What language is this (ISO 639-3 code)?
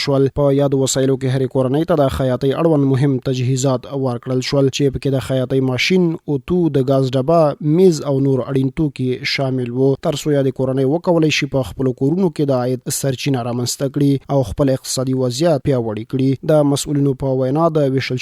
pus